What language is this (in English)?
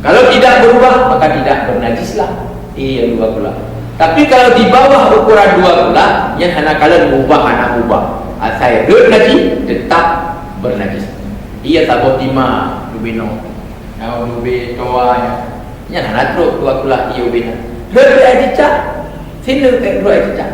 Achinese